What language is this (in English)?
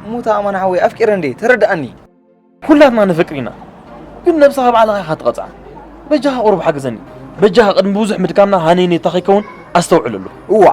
Tigrinya